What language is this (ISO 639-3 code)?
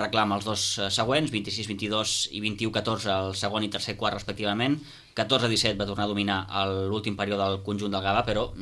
cat